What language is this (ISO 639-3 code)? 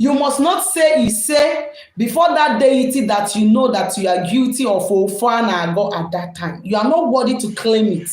ibo